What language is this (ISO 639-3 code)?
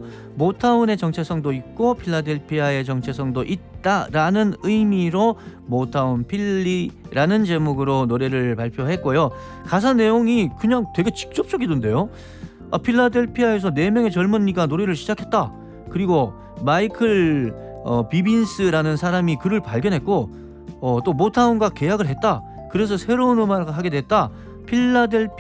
kor